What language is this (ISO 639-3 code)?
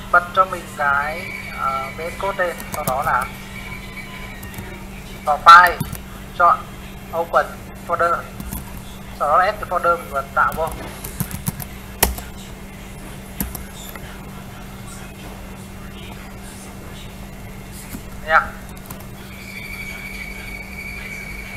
vie